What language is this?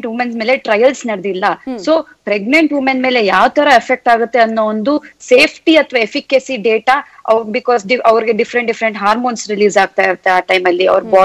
Kannada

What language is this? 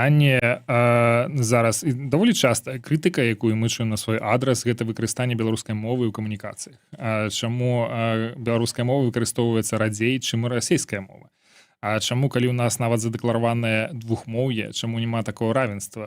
Belarusian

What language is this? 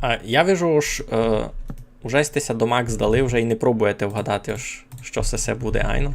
Rusyn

